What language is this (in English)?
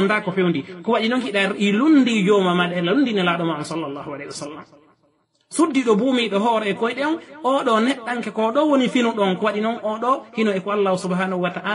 Fula